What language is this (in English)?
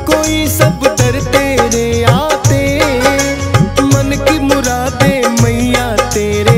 Hindi